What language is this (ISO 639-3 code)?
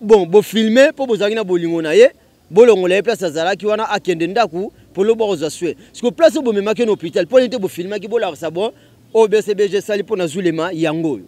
lin